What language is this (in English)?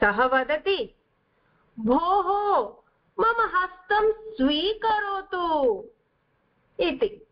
Sanskrit